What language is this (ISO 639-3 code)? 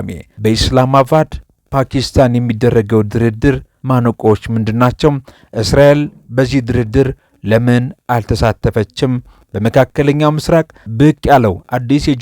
amh